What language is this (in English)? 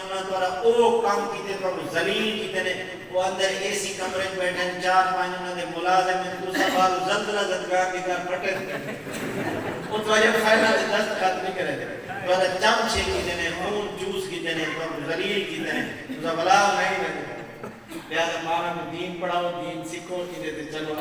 Saraiki